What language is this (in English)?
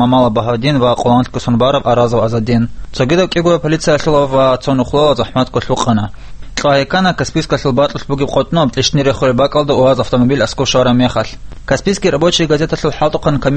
Avaric